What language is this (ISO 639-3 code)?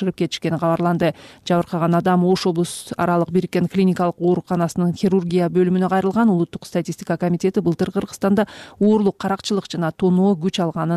kir